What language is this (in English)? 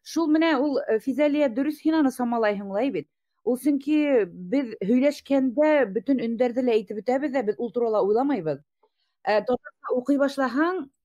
Bashkir